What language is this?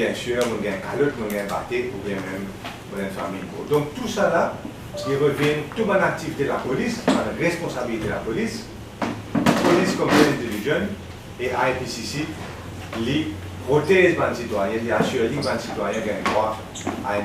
Morisyen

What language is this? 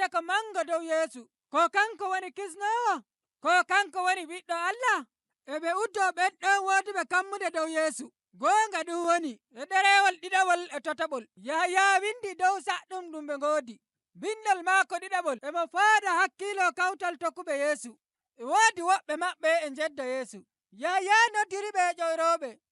Nigerian Fulfulde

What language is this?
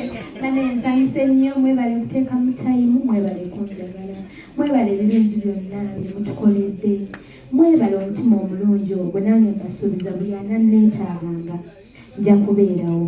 Ganda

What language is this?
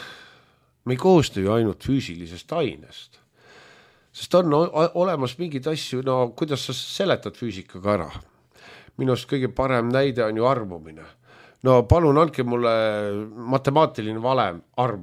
Estonian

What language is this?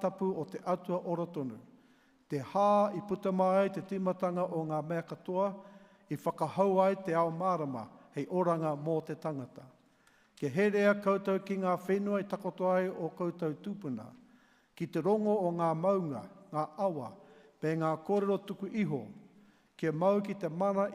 Māori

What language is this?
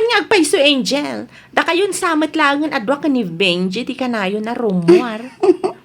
Iloko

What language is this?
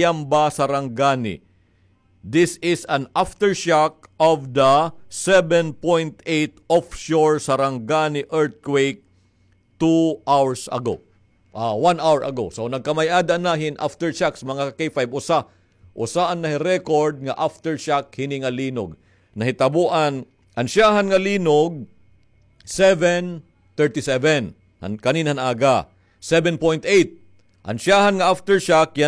Waray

